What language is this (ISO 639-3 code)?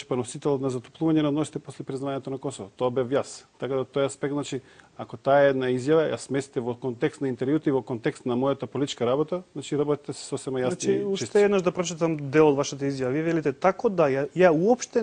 mkd